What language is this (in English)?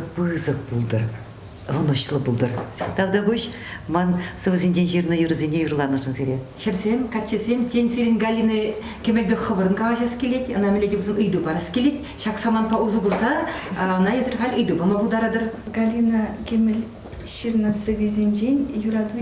Chuvash